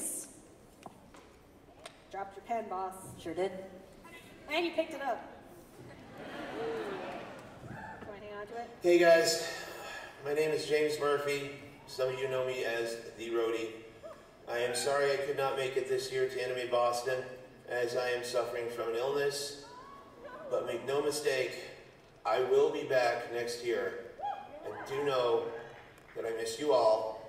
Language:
English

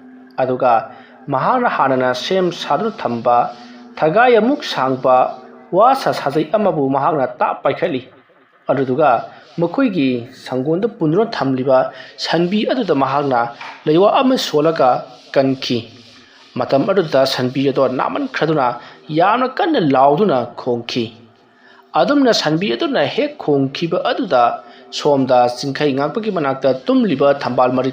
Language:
Manipuri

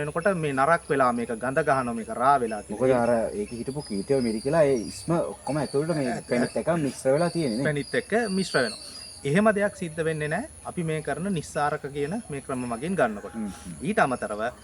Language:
Sinhala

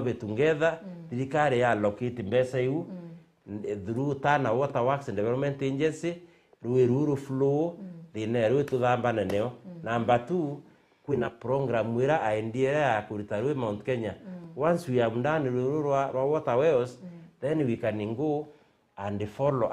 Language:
Meru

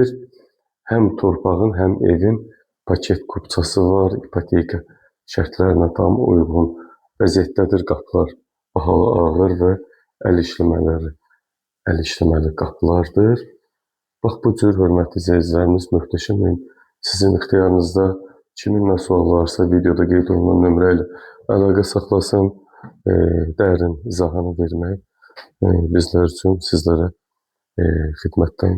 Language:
Azerbaijani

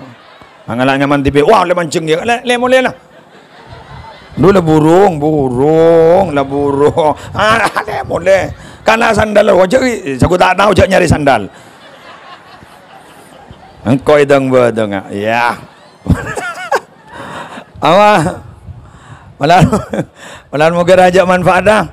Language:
Madurese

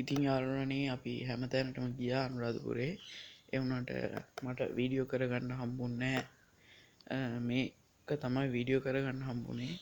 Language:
Sinhala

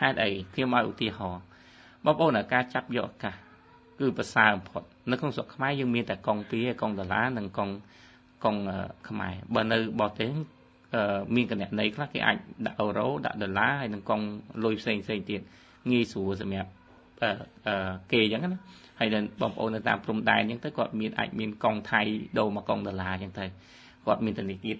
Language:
Khmer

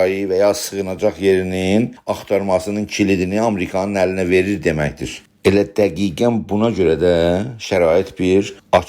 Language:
South Azerbaijani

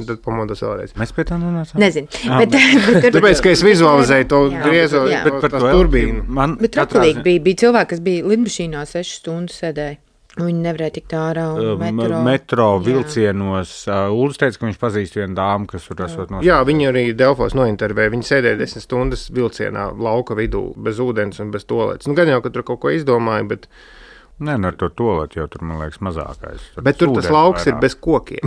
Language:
Latvian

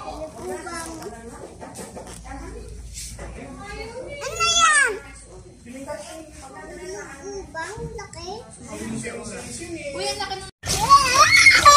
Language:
Filipino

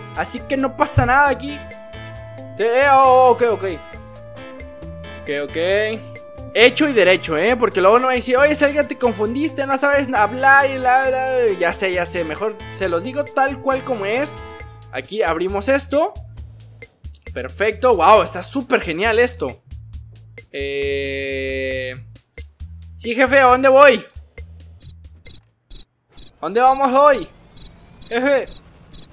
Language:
Spanish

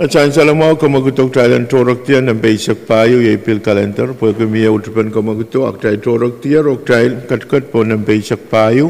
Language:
Pohnpeian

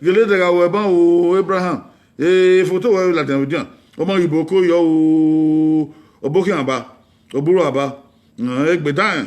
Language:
Bini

